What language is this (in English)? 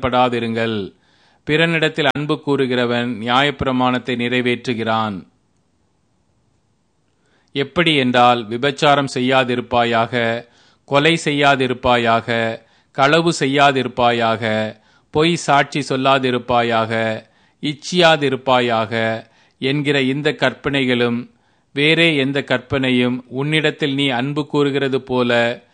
Tamil